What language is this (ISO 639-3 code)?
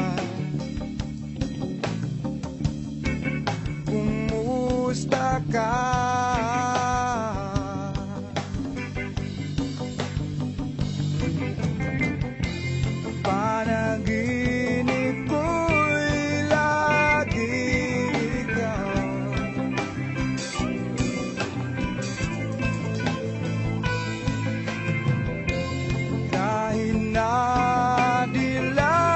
fil